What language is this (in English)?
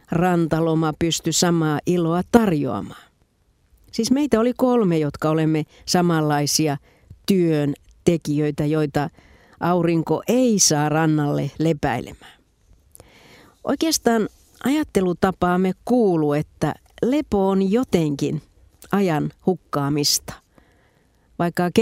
Finnish